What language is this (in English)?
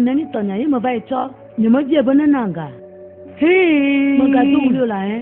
Ewe